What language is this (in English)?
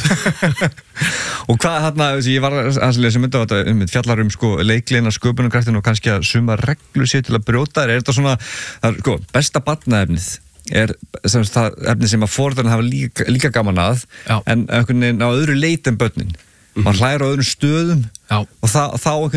Icelandic